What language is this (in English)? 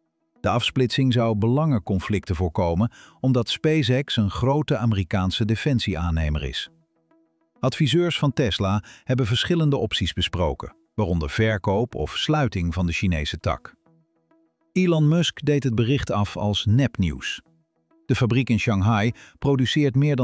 Dutch